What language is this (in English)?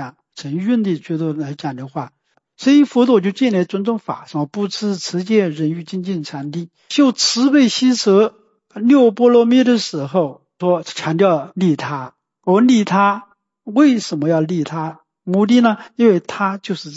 Chinese